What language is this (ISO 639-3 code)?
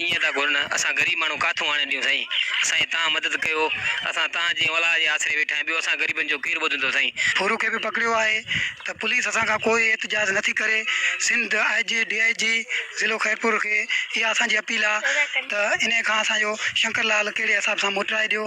snd